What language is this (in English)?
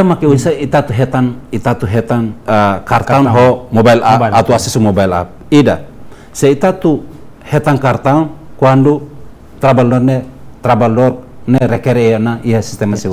Tetum